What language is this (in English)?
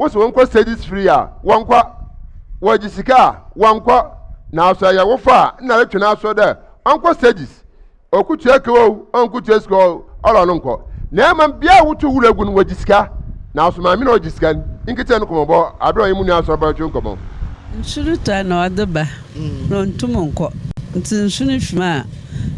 Akan